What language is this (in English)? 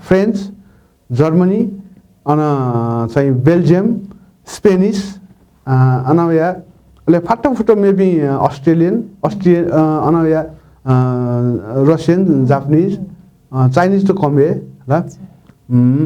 Newari